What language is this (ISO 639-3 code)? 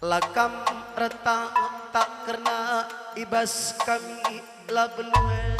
btx